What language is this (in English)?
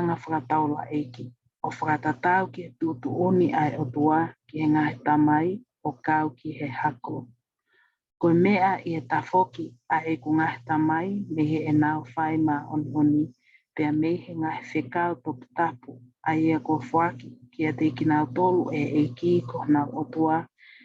Tongan